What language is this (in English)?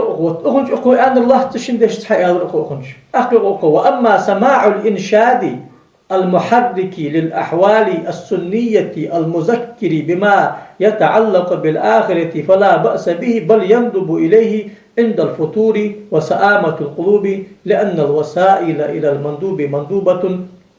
Ingush